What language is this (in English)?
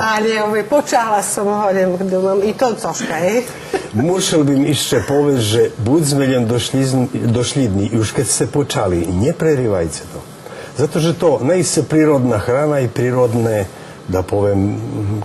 Rusyn